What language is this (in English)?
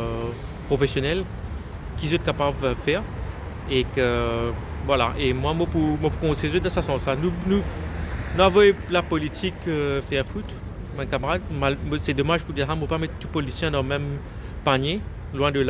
Morisyen